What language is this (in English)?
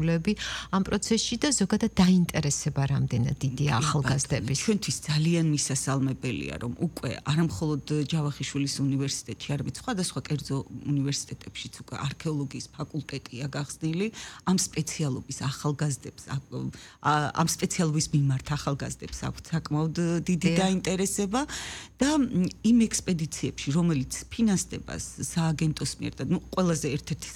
Georgian